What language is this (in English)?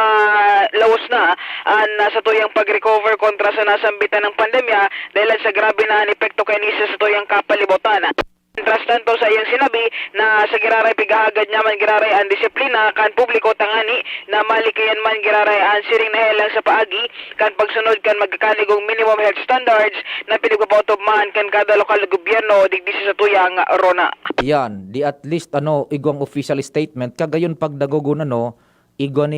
Bikol